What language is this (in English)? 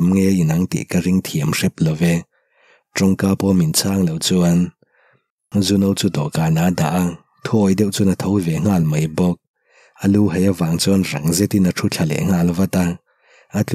Mizo